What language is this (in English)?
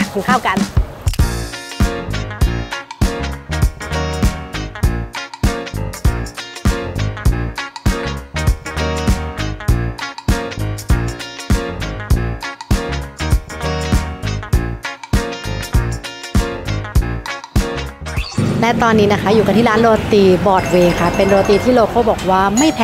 Thai